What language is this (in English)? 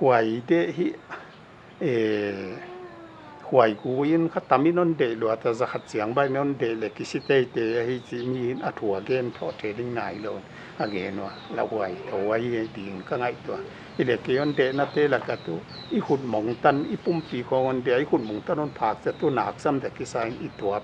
Paite Chin